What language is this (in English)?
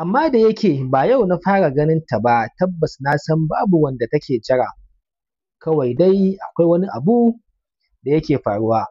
Hausa